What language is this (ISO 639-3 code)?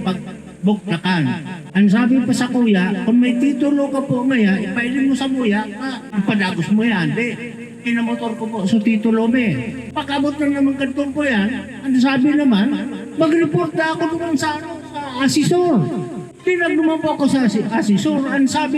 bik